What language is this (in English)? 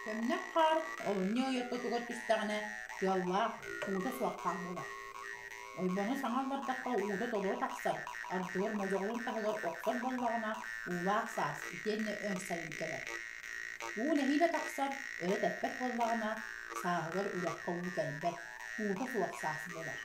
Yakut